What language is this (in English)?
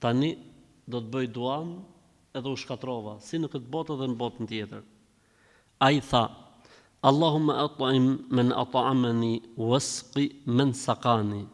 Albanian